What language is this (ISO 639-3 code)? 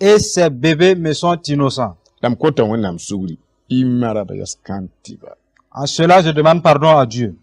mos